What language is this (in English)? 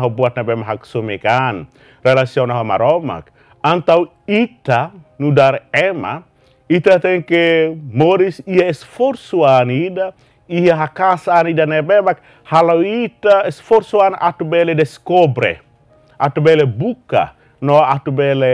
Tetum